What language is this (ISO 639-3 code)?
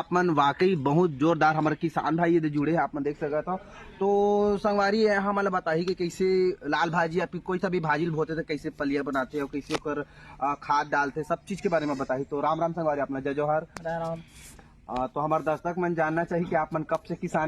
hne